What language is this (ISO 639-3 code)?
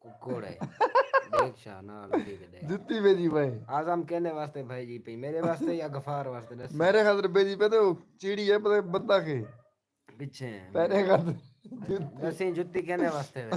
skr